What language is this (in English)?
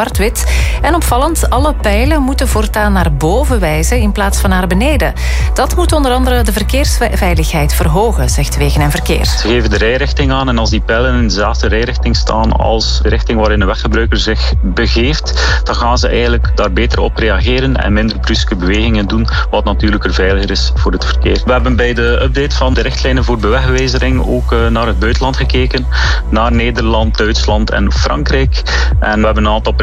Dutch